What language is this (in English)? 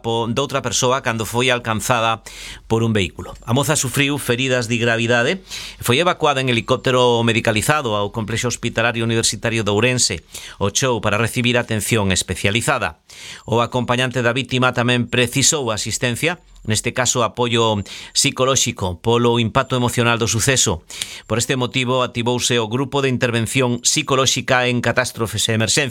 Galician